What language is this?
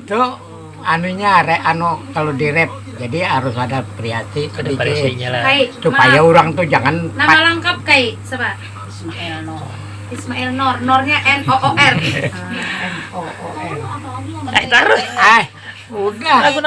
Banjar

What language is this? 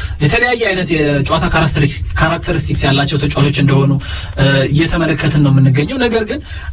Amharic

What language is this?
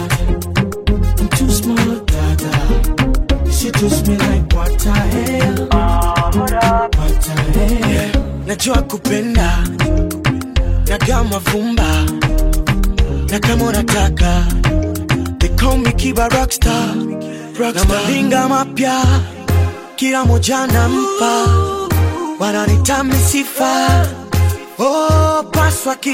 Swahili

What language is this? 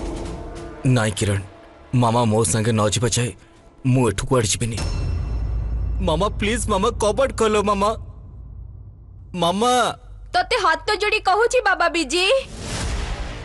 Odia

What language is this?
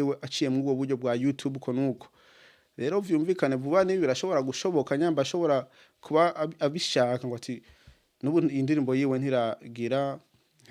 Rundi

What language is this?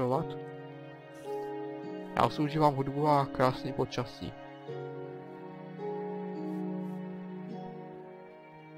Czech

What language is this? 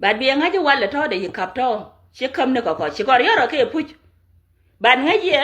Nuer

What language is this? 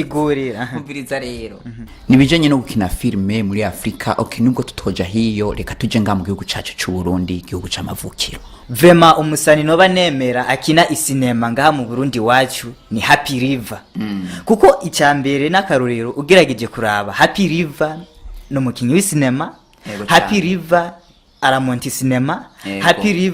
Rundi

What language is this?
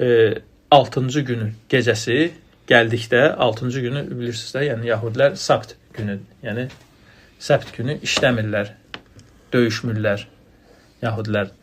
Azerbaijani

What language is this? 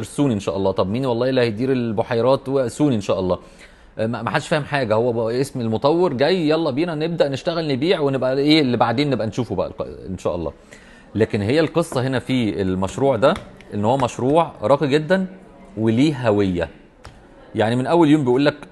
Egyptian Arabic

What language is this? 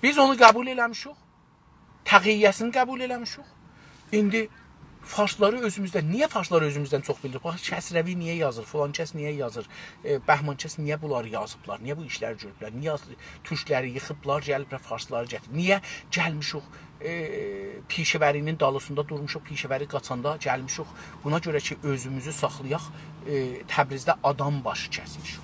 South Azerbaijani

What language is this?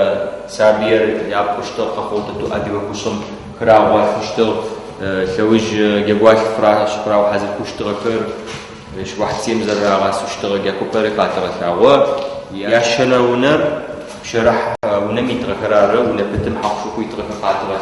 Adyghe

